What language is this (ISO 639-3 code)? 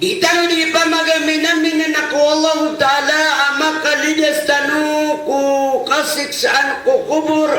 mrw